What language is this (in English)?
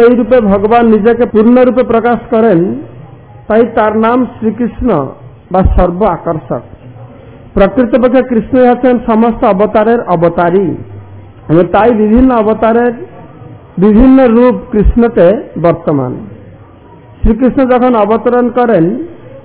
Bangla